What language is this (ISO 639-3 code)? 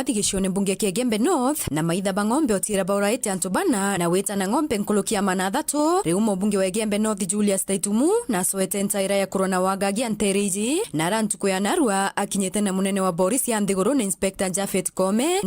mer